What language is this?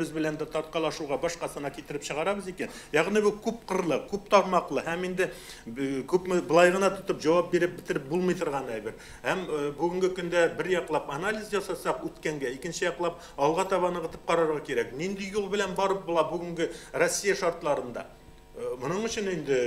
Tatar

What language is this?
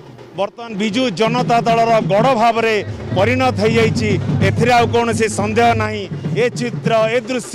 Odia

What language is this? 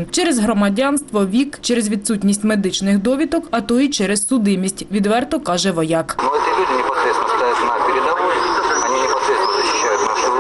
Ukrainian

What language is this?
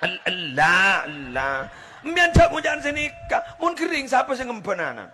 Madurese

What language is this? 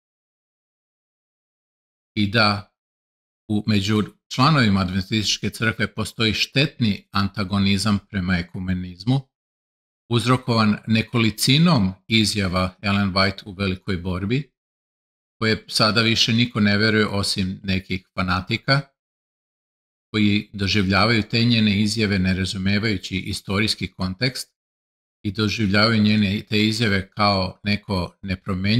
Serbian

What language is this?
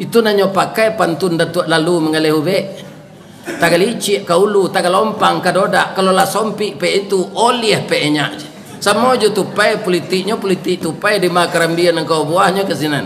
Minangkabau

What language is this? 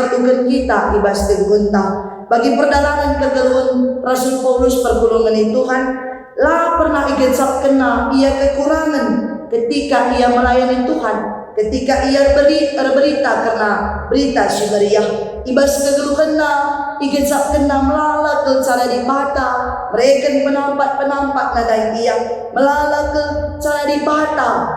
Batak Karo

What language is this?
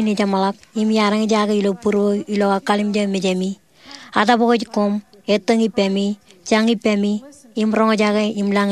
Marshallese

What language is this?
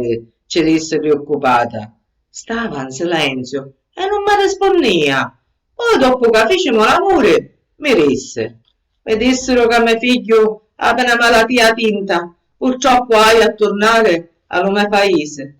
Sicilian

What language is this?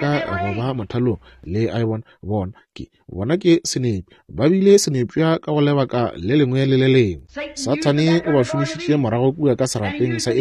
Northern Sotho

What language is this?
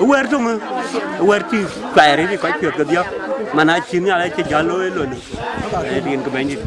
Dinka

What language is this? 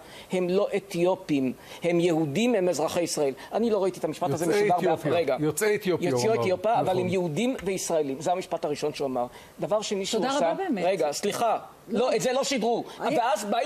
Hebrew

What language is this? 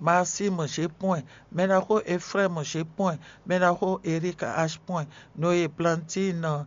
Fon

